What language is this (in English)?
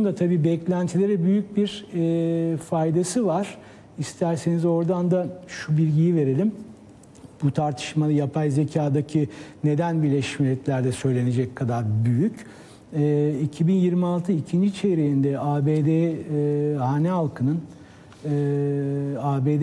Turkish